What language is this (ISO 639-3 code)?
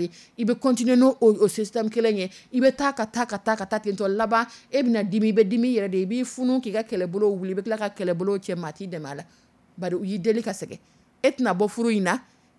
dyu